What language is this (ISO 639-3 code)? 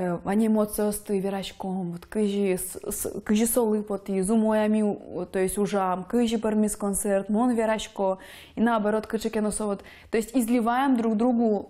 udm